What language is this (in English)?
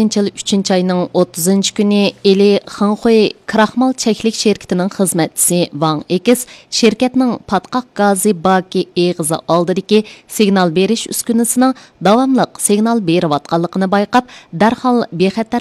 Uyghur